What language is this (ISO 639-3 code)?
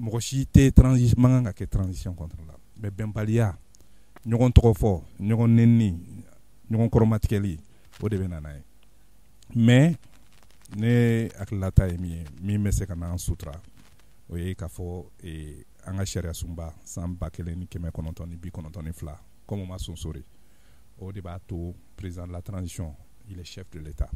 bam